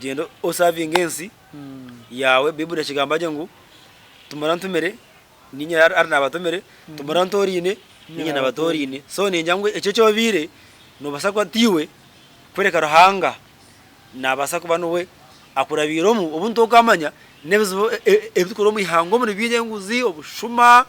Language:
Nyankole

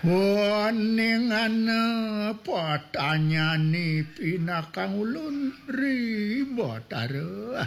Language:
Balinese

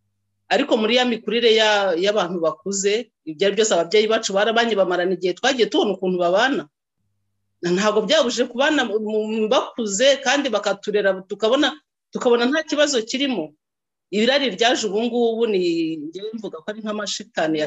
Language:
Kinyarwanda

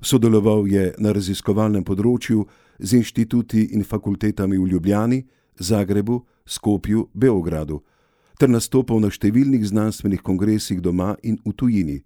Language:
Slovenian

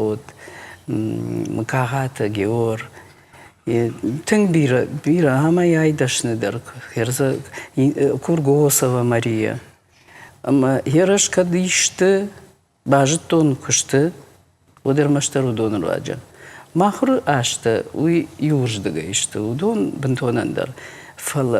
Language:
Ossetic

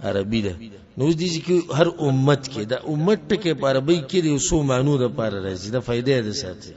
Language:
Pashto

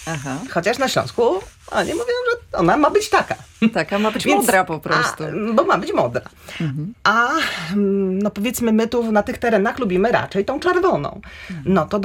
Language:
Polish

